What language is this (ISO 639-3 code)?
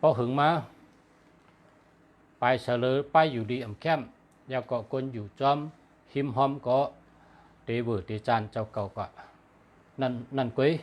shn